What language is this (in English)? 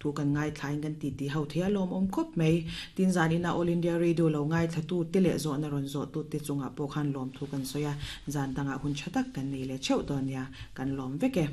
Mizo